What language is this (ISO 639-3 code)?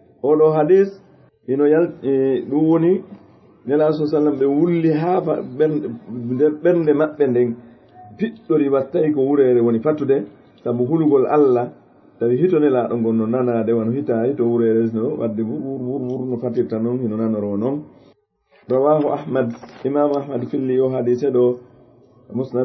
ful